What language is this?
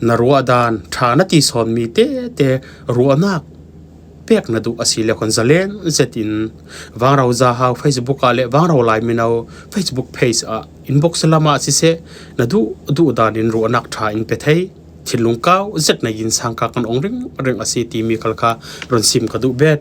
Falam Chin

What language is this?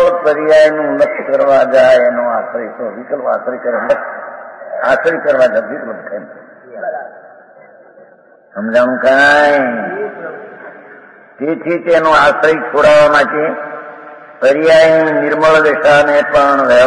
Gujarati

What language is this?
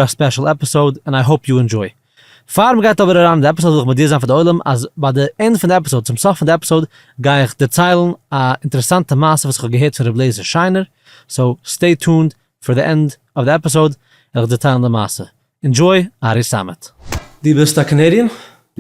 Yiddish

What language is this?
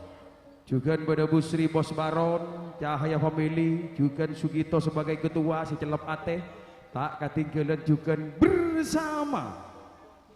Madurese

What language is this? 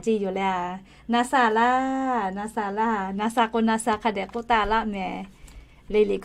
Lahu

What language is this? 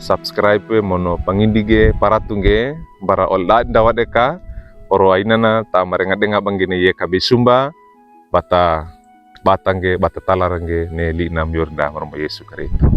Wejewa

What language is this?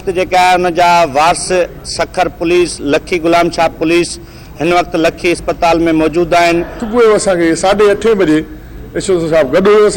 Sindhi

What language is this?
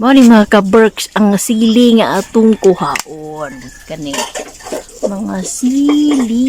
Cebuano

